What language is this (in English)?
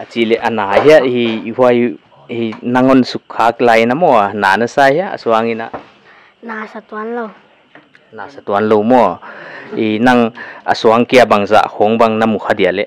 Paite Chin